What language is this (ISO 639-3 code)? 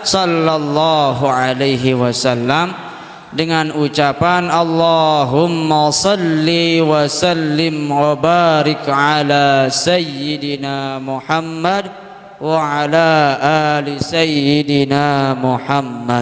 sas